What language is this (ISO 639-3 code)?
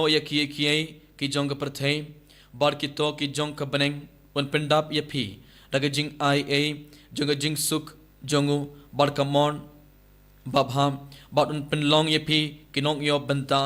kha